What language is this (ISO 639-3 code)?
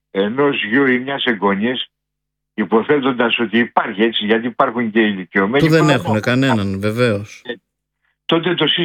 ell